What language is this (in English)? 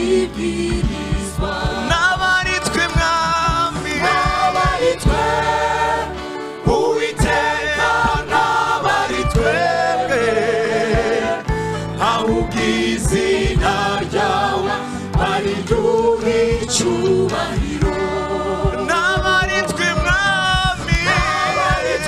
Kinyarwanda